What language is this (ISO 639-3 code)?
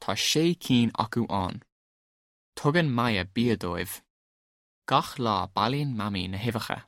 gle